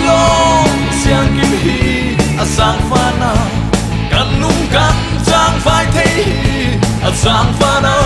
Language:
Hakha Chin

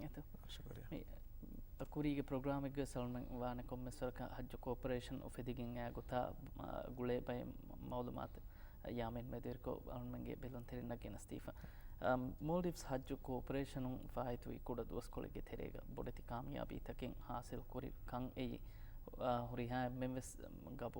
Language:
Divehi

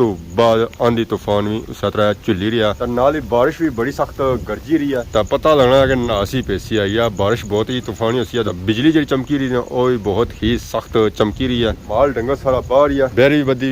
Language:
Pahari-Potwari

